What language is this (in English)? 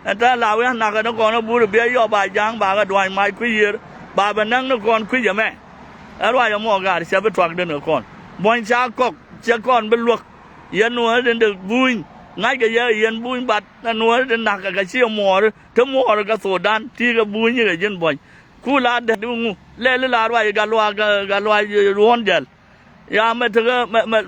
Nuer